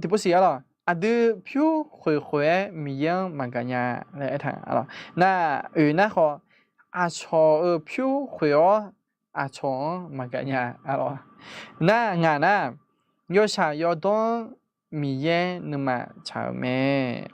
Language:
Akha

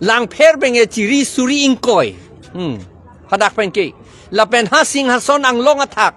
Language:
Karbi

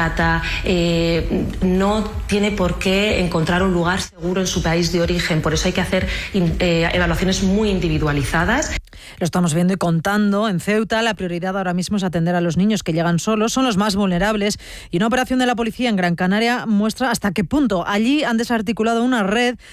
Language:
Spanish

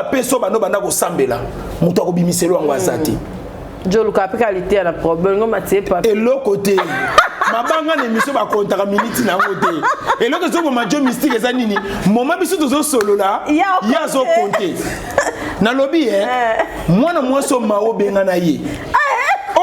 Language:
Lingala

